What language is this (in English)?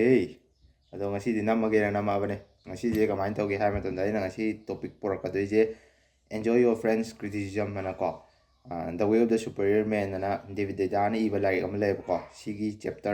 Manipuri